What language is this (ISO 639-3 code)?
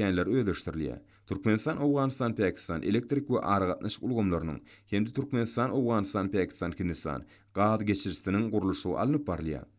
tuk